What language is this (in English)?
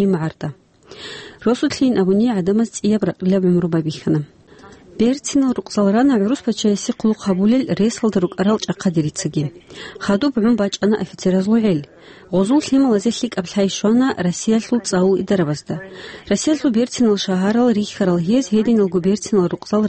Avaric